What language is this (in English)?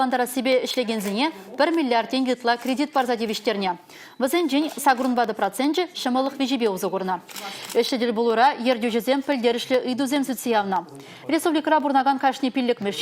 Chuvash